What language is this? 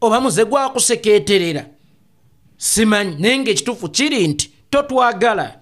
Ganda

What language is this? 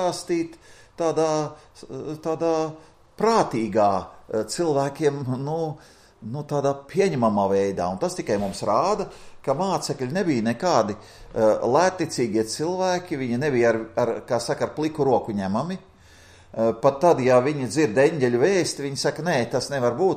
Latvian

